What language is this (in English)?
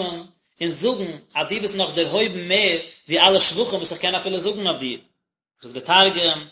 Yiddish